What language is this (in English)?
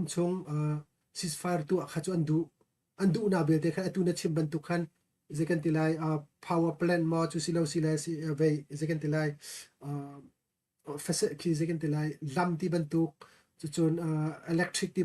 Hakha Chin